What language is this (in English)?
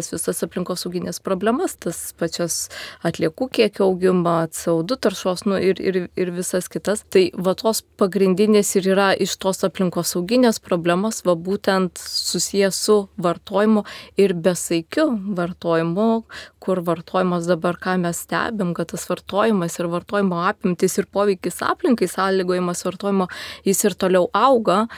Lithuanian